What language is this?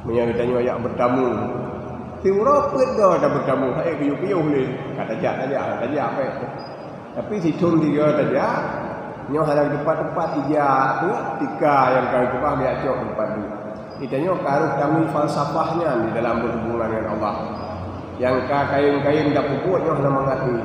Achinese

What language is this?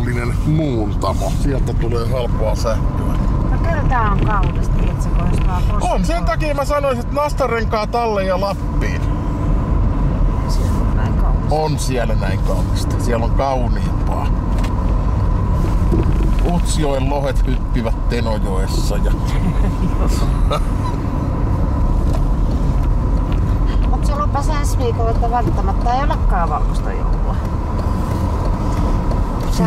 Finnish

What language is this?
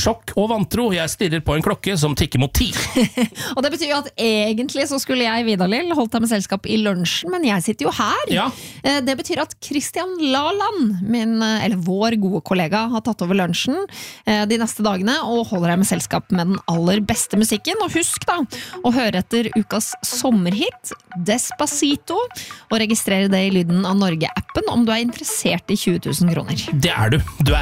Norwegian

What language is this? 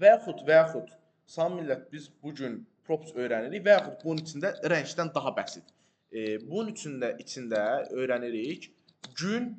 Azerbaijani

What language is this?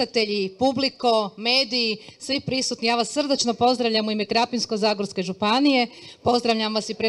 Croatian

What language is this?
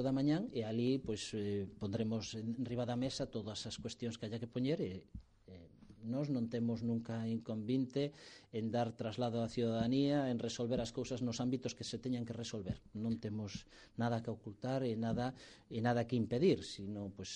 Galician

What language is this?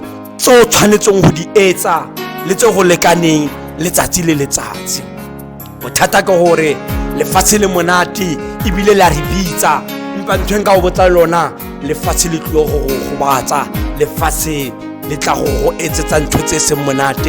Tswana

